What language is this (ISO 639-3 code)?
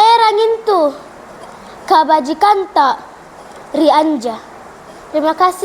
mak